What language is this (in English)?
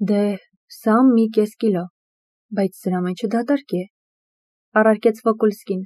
Armenian